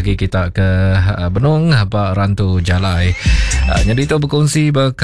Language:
Iban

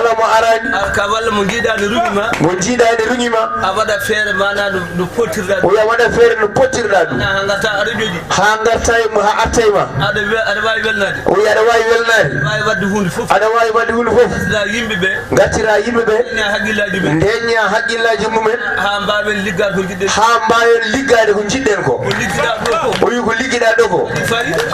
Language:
Fula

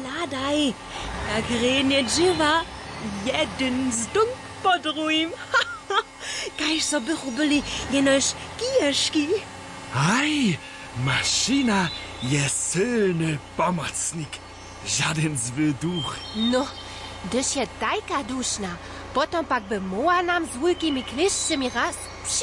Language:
Upper Sorbian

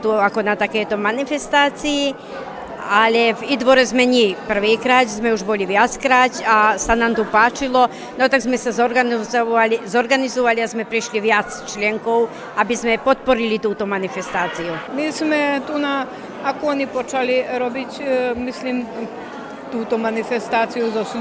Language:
Slovak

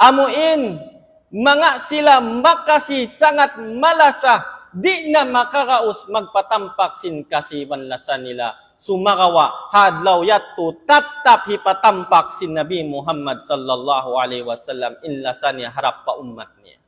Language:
Tausug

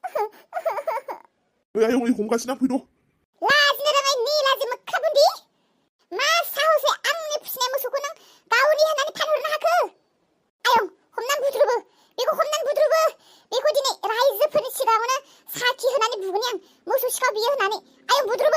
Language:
Bodo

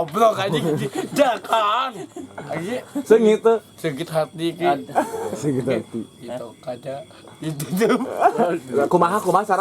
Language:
Sundanese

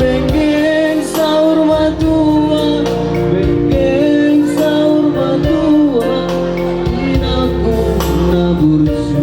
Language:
Batak Toba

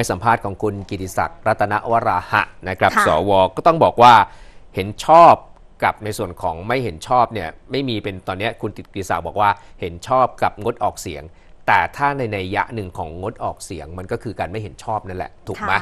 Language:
Thai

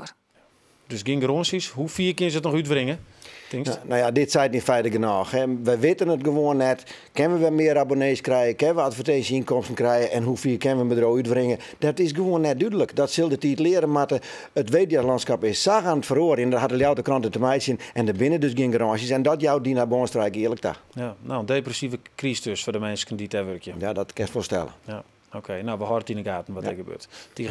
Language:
Western Frisian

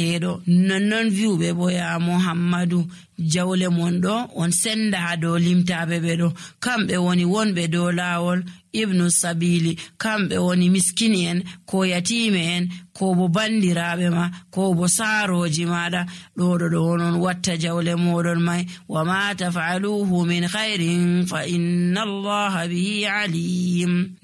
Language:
Nigerian Fulfulde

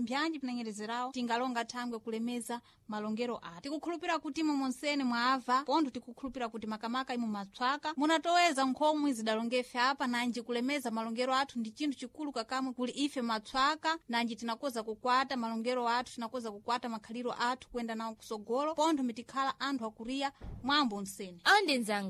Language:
Sena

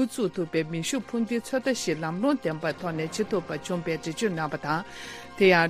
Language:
Tibetan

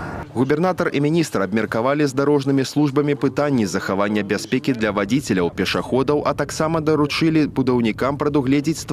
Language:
Belarusian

